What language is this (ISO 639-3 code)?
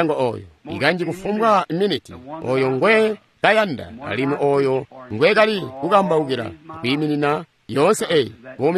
toi